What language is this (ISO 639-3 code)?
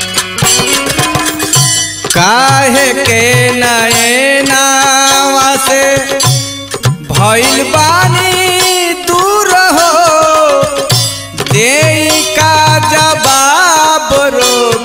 bho